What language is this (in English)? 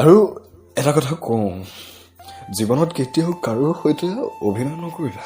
Assamese